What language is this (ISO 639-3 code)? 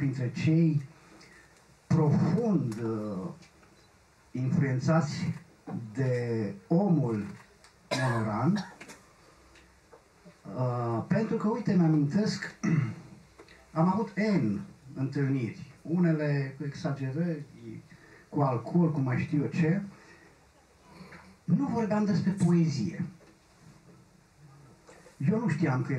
ron